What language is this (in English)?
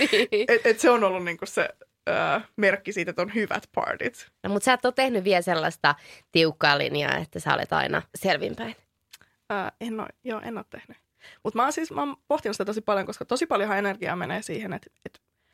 Finnish